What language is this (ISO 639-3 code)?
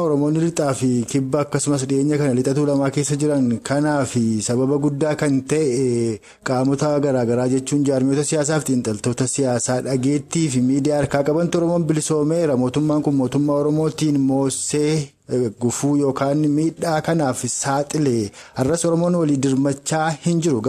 orm